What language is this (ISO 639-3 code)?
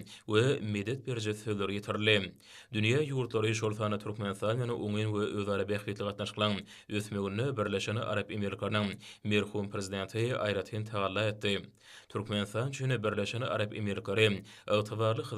tuk